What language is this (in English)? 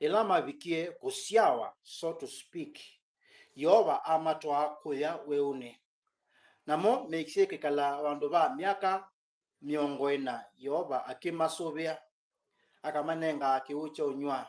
Kamba